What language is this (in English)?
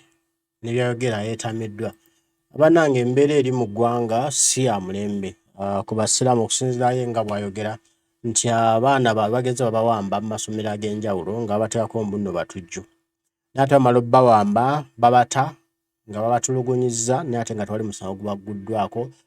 Ganda